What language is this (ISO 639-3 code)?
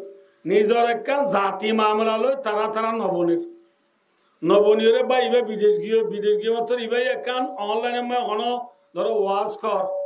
rhg